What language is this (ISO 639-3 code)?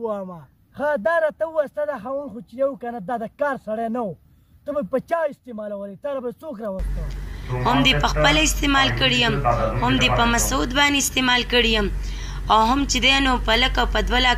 pus